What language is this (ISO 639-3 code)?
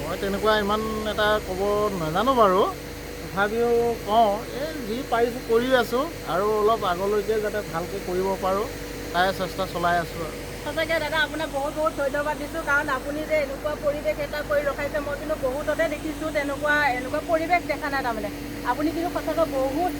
asm